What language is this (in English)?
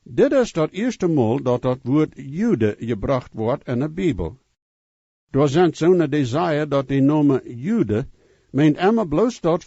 Plautdietsch